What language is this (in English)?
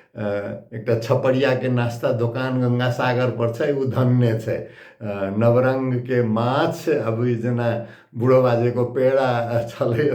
Maithili